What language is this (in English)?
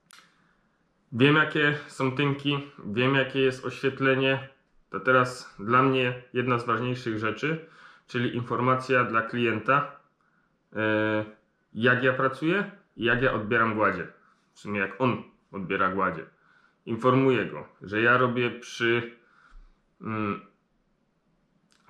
Polish